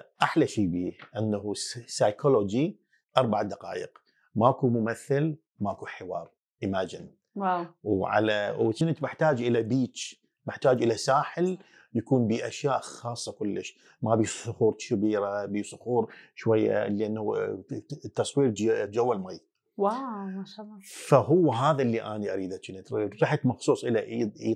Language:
Mesopotamian Arabic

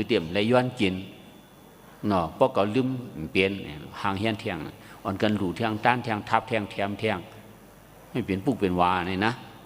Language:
Shan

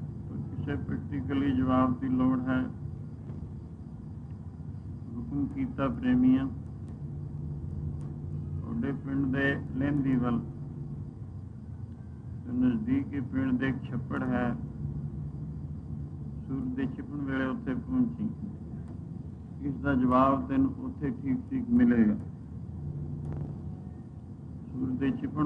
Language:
Punjabi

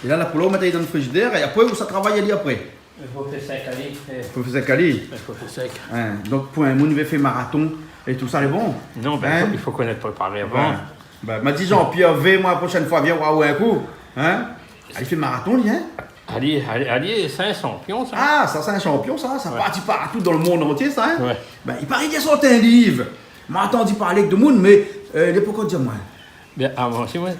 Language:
Réunion Creole French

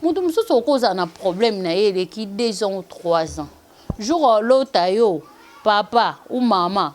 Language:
Lingala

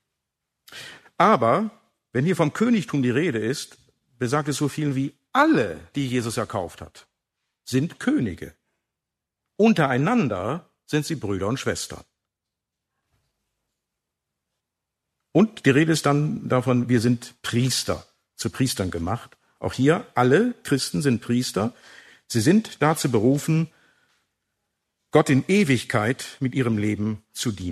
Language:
German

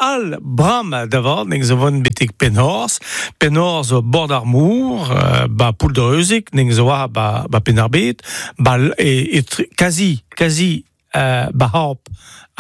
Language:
Breton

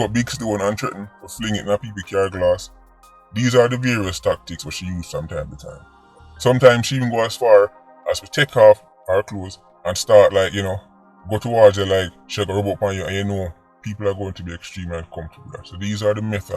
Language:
Jamaican Creole English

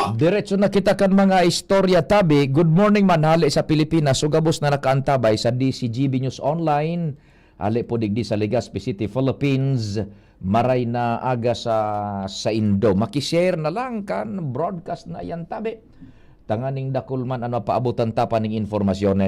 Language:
Bikol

